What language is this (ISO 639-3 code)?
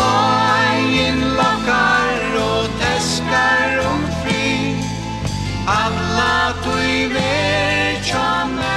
fao